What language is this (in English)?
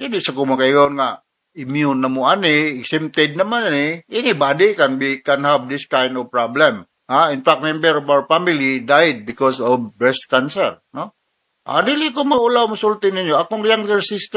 Cebuano